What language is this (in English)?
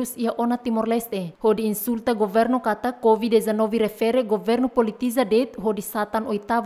Tetum